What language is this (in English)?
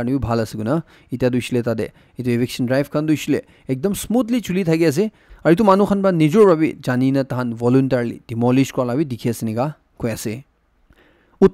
Naga Pidgin